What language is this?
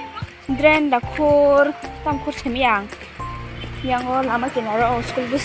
Kok Borok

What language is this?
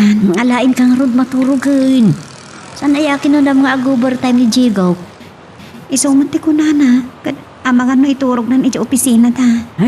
Iloko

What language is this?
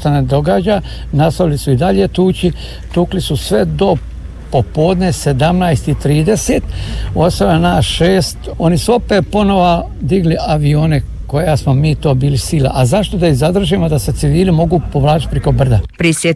Croatian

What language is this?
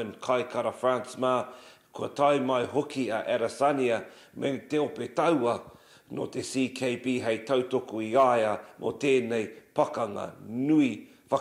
Māori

